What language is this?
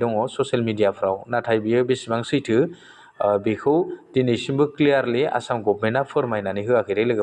Bodo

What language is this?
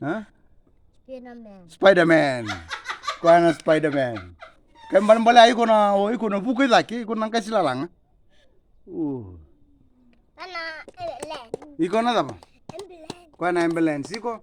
Fijian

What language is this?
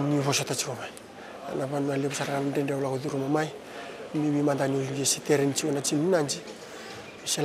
Fijian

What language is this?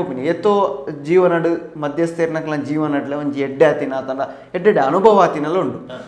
Tulu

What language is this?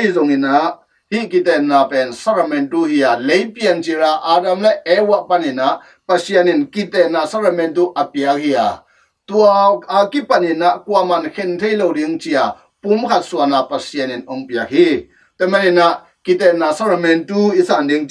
Tedim Chin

